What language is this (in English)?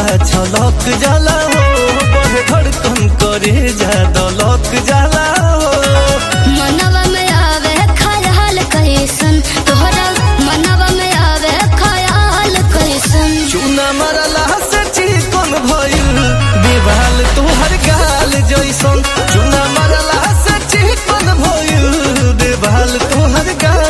Bhojpuri